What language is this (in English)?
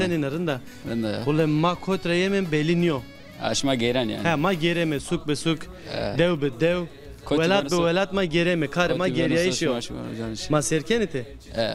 Zaza